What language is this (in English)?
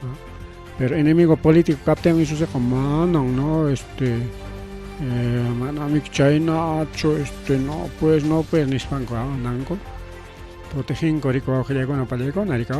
Ayacucho Quechua